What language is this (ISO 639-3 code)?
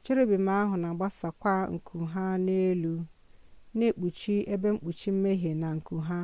ibo